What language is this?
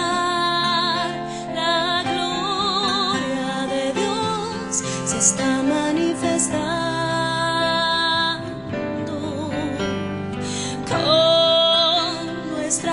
Spanish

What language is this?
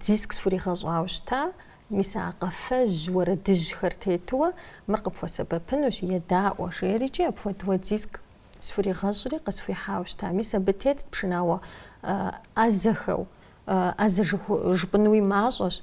Kabardian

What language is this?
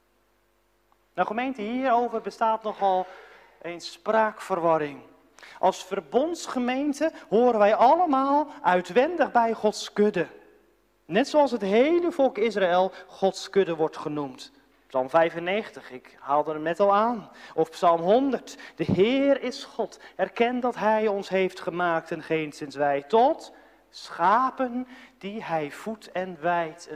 Dutch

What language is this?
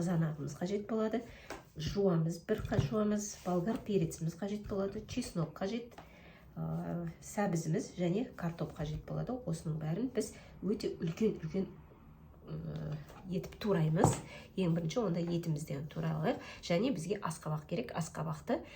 Kazakh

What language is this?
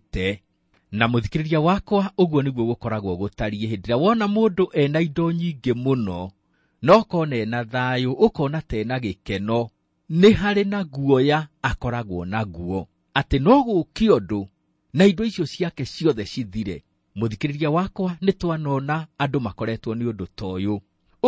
Kikuyu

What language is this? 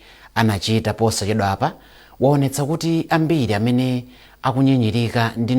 Nyanja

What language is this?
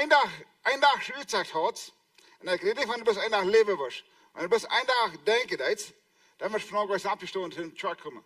Plautdietsch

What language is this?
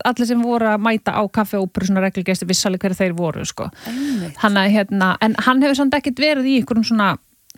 Icelandic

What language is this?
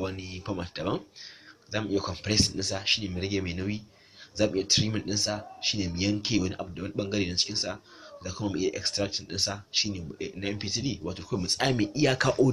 Hausa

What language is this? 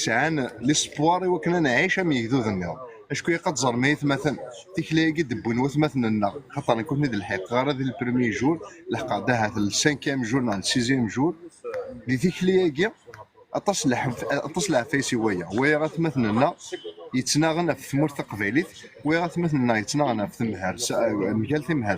Kabyle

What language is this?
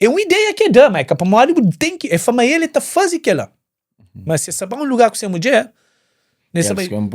Kabuverdianu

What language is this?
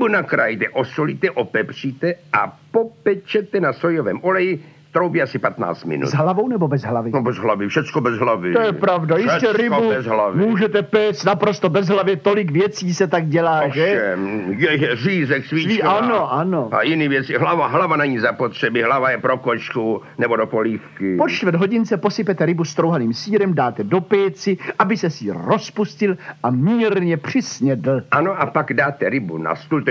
Czech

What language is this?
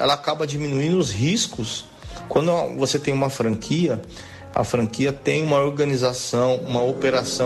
Portuguese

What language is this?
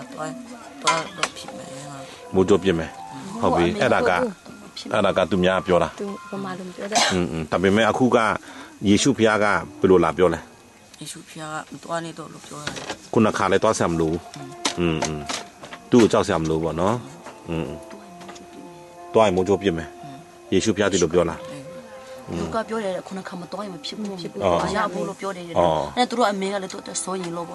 Burmese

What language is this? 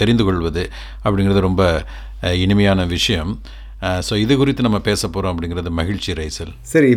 Tamil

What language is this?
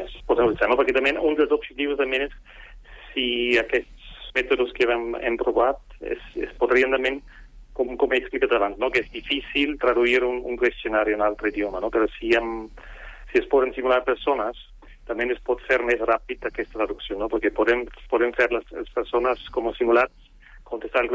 Catalan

